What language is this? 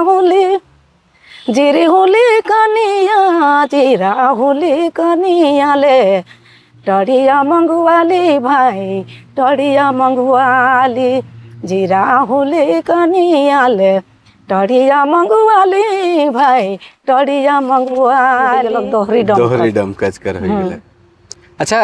Sadri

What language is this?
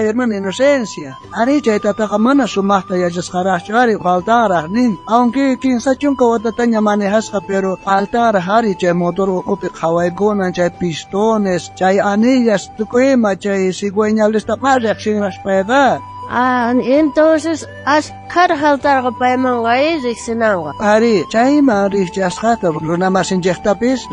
South Bolivian Quechua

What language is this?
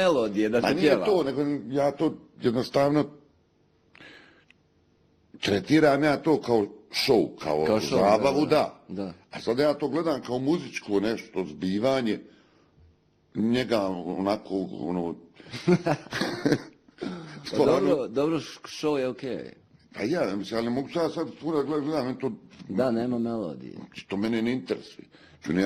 Bosnian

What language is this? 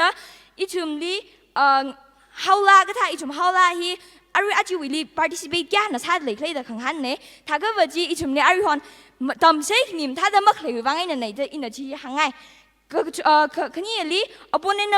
Tangkhul Naga (India)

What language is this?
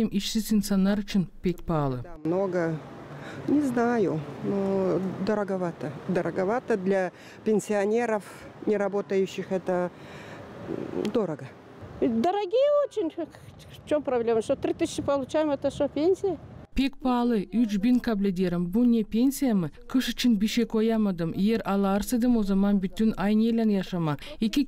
Gagauz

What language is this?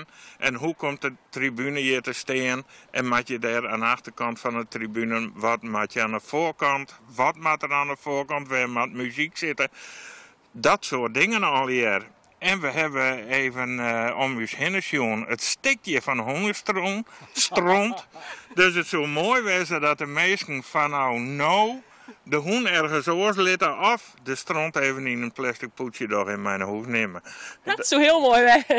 Western Frisian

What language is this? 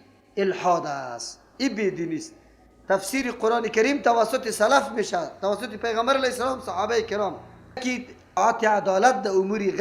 Persian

